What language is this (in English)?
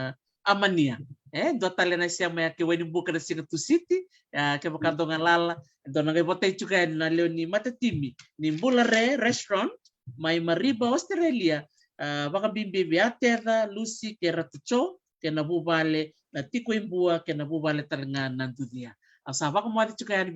Fijian